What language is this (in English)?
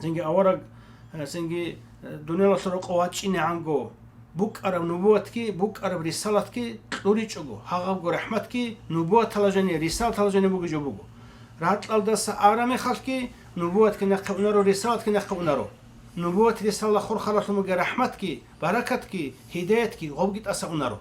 Avaric